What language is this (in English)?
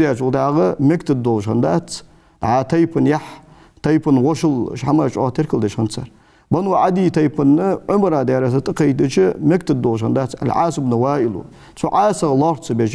Ingush